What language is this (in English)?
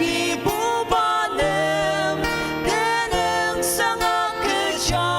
Ao Naga